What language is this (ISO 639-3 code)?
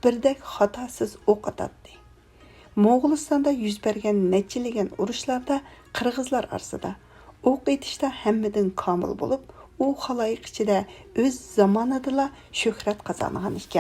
uig